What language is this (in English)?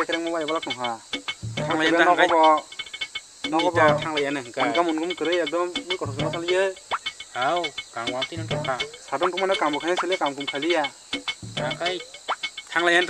Kok Borok